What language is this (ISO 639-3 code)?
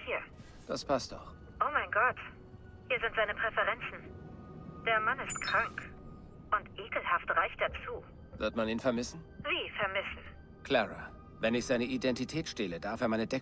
bar